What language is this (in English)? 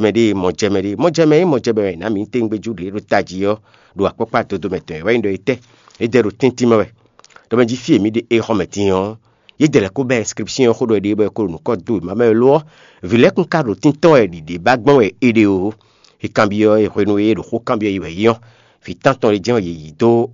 Fon